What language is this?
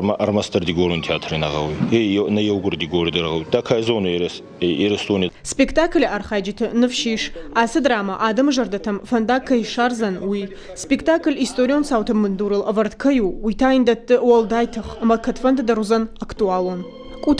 Ossetic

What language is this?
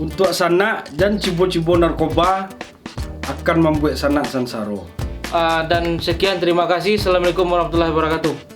Minangkabau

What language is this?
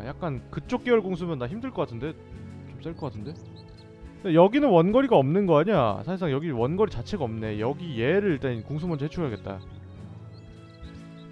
Korean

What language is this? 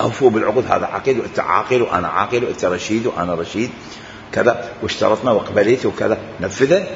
Mesopotamian Arabic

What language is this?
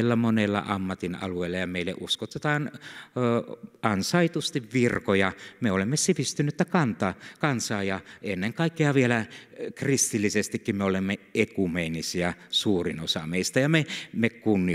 Finnish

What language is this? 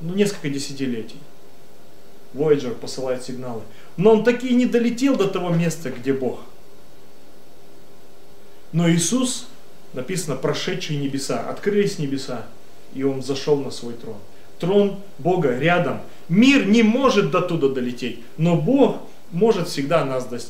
Russian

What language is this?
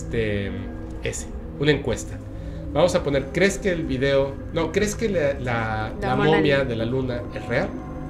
Spanish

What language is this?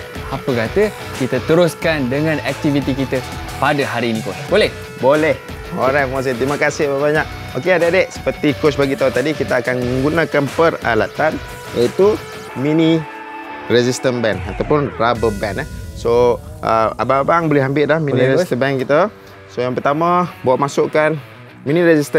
Malay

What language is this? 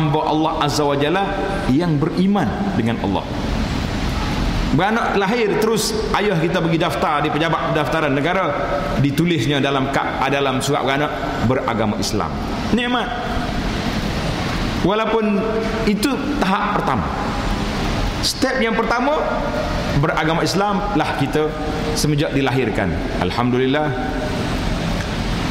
Malay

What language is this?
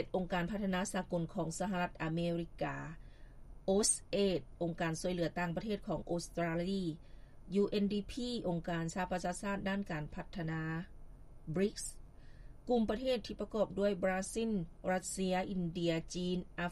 Lao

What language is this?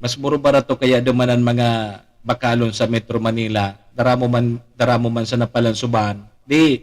Bikol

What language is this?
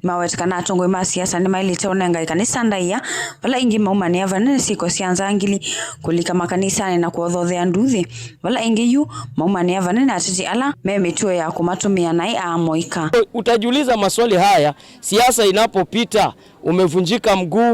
Kamba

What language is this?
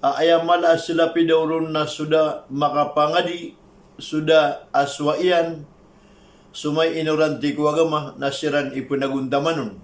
Maranao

